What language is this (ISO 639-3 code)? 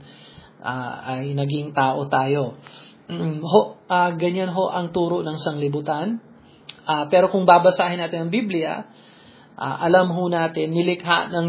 fil